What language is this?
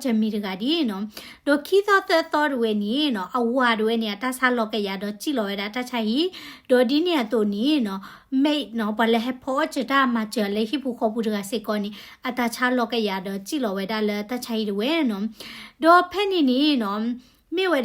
S'gaw Karen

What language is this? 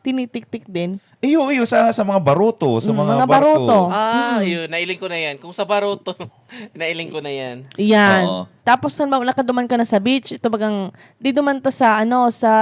Bikol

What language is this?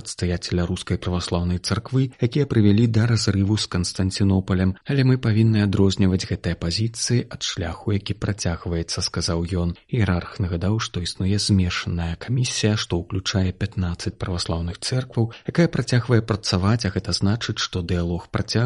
Belarusian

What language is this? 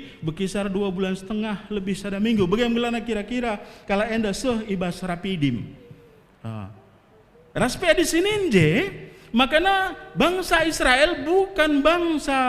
Batak Karo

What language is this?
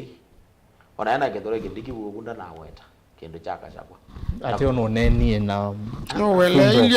Kamba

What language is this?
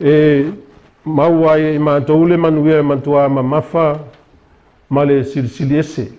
Samoan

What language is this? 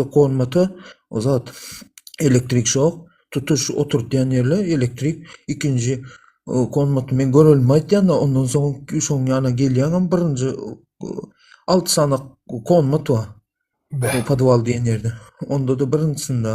Turkmen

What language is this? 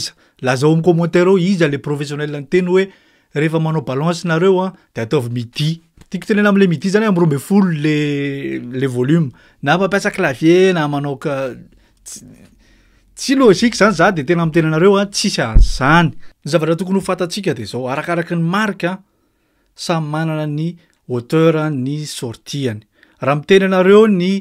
Malagasy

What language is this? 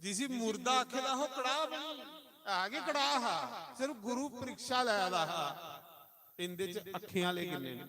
Dogri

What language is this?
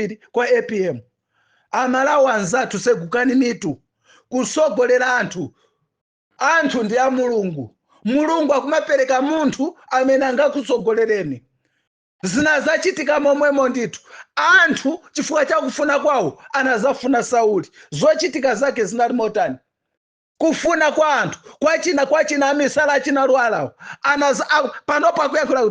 Nyanja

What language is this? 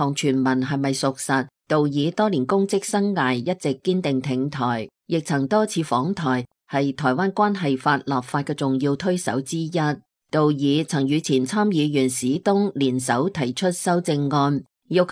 Cantonese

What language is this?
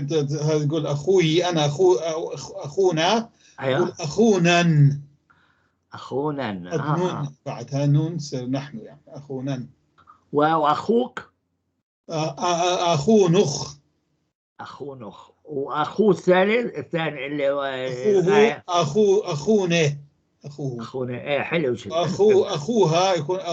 North Levantine Arabic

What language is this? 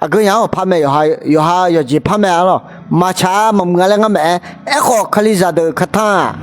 Akha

